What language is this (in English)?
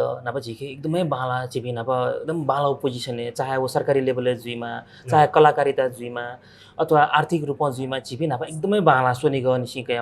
Newari